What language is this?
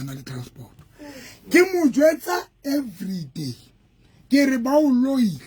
Southern Sotho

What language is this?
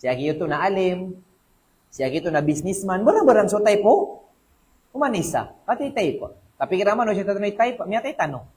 Maranao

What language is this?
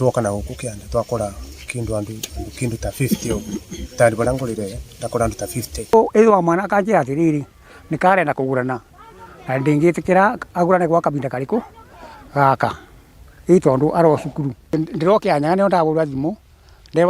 Kikuyu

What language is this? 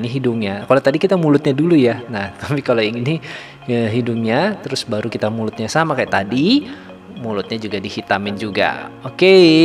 Indonesian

